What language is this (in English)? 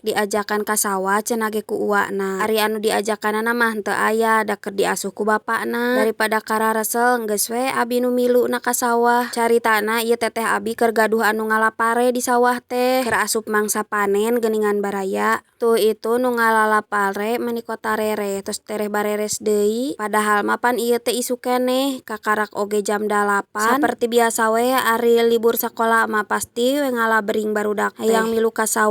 Sundanese